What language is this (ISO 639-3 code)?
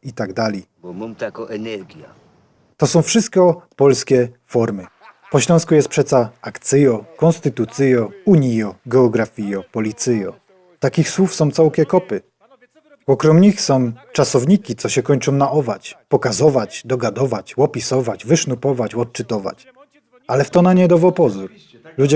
szl